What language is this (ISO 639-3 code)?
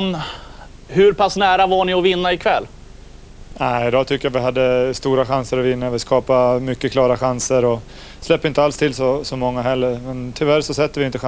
swe